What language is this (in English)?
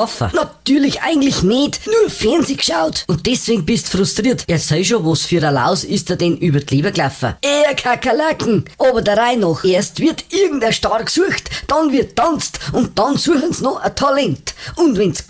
Bavarian